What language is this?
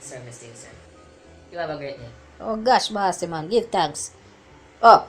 Jamaican Creole English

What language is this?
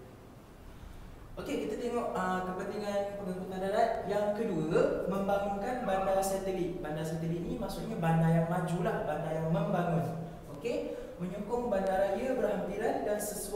Malay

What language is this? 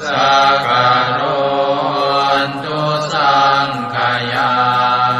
Pali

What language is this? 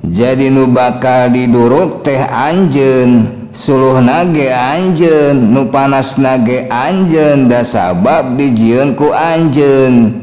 Sundanese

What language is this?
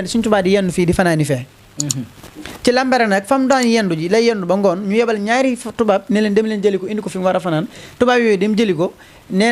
Wolof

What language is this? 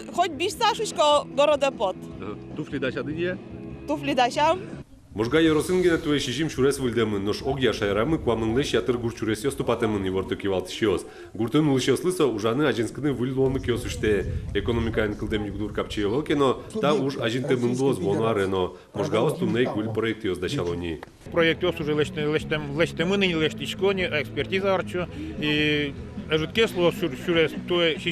Udmurt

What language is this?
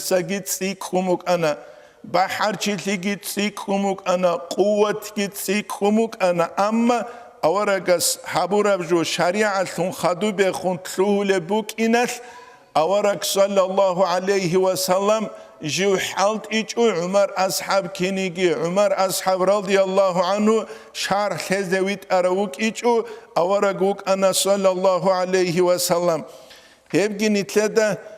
Avaric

